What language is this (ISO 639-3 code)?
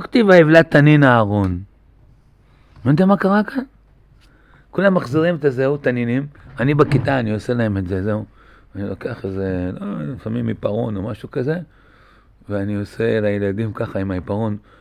heb